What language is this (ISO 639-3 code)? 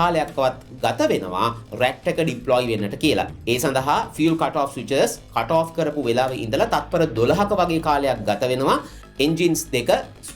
sin